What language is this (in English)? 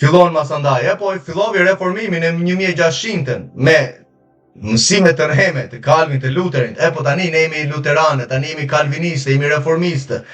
Albanian